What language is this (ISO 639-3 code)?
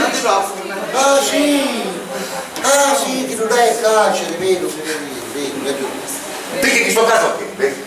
scn